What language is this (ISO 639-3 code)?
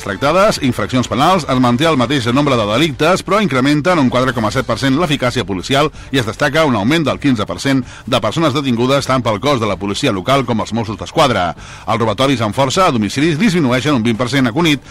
cat